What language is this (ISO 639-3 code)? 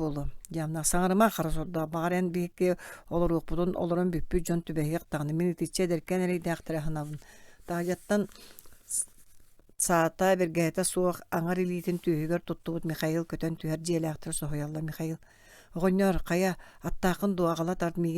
sah